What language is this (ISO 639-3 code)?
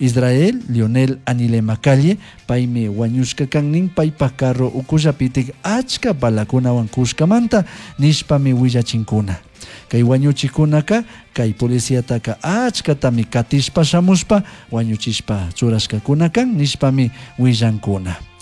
qug